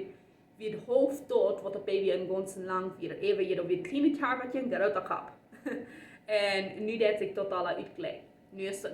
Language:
Plautdietsch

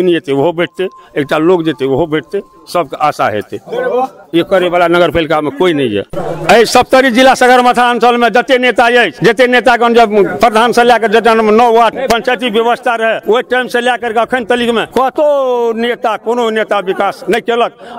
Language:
Maithili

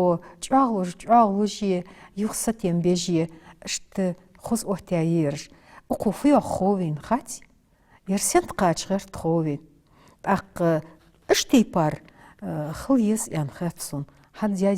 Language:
Ingush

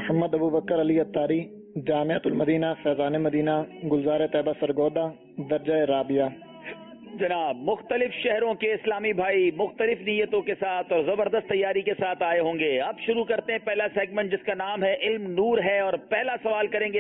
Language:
Urdu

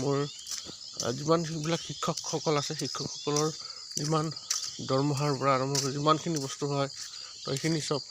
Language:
Assamese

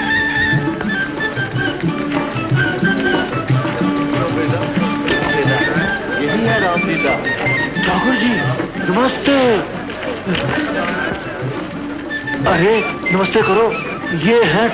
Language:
Hindi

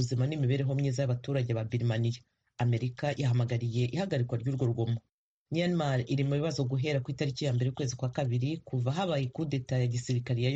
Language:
Kinyarwanda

